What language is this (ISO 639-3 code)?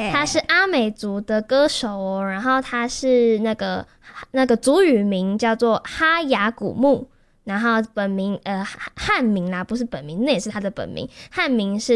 zho